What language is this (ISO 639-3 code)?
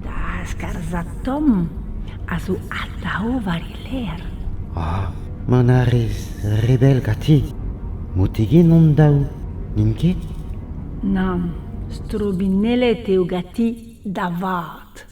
bre